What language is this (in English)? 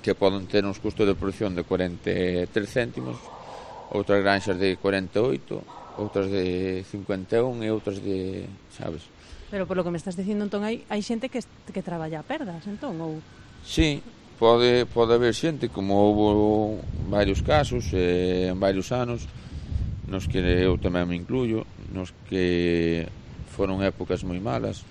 Galician